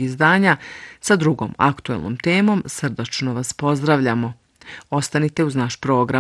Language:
Bosnian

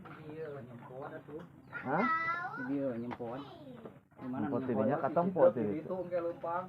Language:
Sundanese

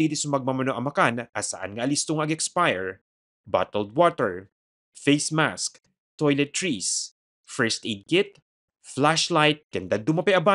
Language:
Iloko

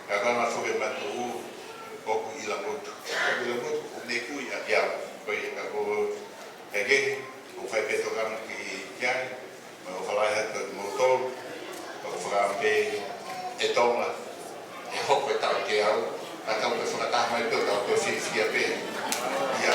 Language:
Tongan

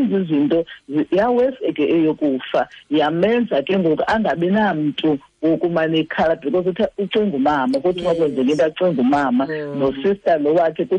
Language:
Xhosa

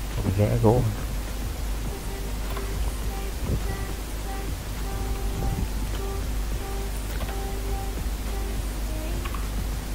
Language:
Vietnamese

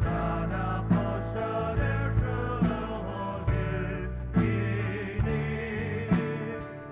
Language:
Poumei Naga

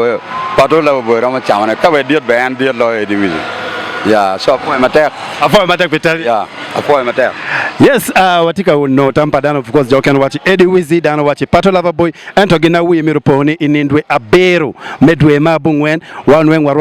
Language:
Acoli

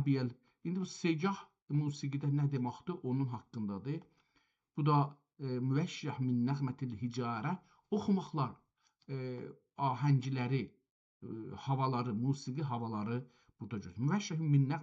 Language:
South Azerbaijani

